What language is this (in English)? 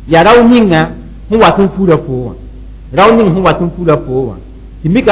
Mossi